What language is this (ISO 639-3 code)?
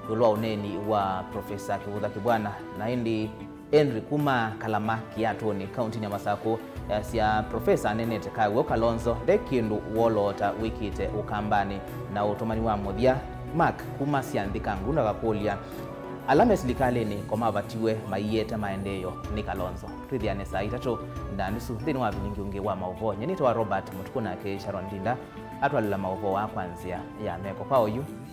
kam